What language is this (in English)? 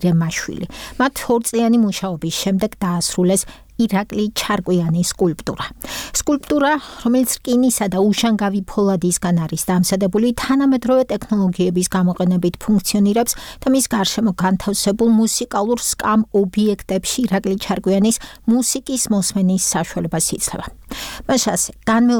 Georgian